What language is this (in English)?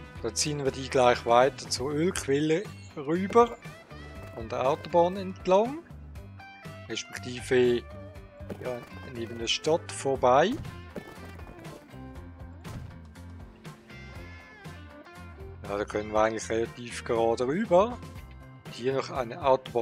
German